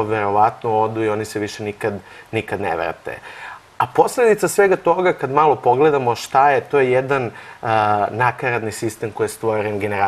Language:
Serbian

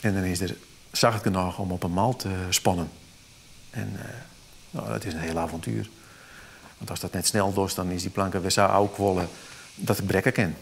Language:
Western Frisian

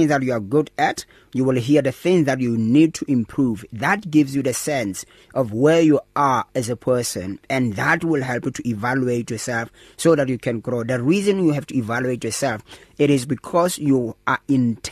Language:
English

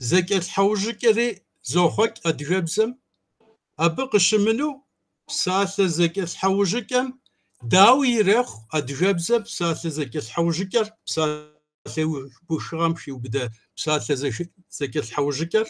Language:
Kabardian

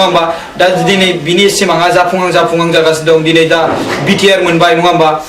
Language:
Bodo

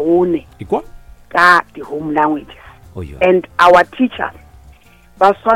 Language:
Northern Sotho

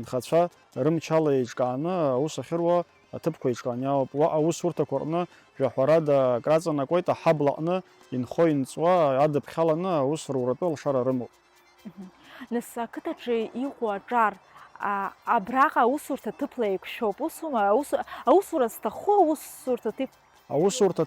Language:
Abkhazian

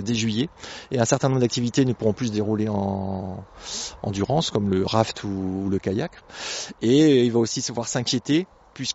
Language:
French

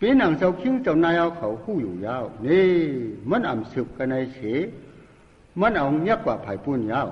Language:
Shan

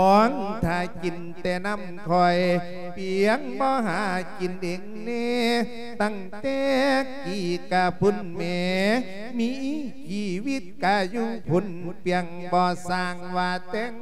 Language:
Lao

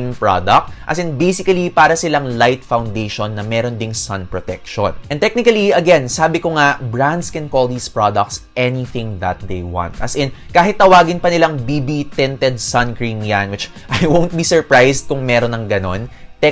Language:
Filipino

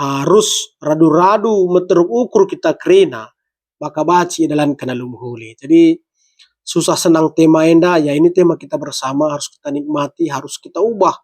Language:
Batak Karo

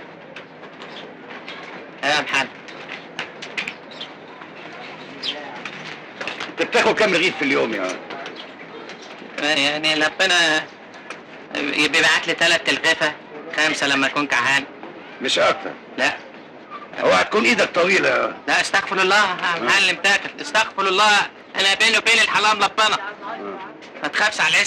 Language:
Egyptian Arabic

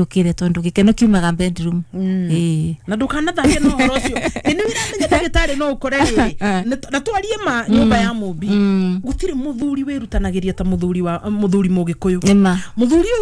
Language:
Kikuyu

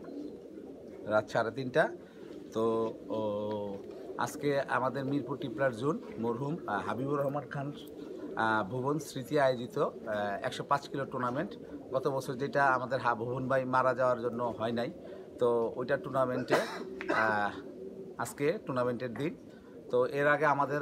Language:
Bangla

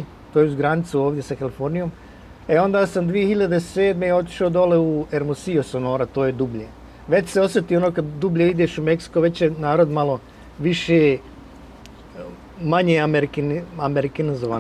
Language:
Bosnian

